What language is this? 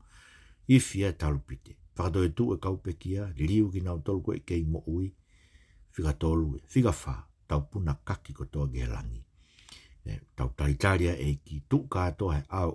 Tongan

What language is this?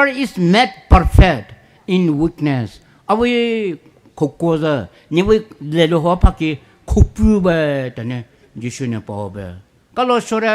Poumei Naga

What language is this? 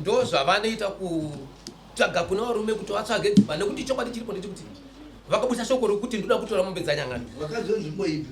Shona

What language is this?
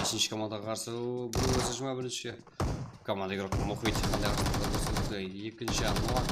Kara-Kalpak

